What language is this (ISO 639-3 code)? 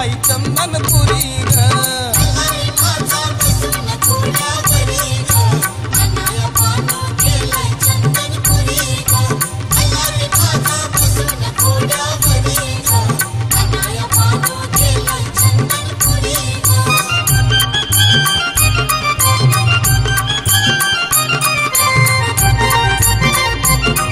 mar